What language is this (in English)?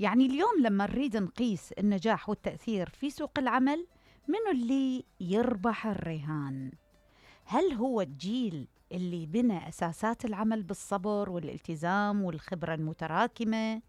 Mesopotamian Arabic